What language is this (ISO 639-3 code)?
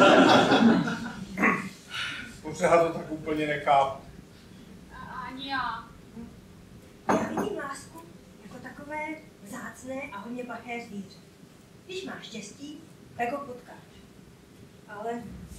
ces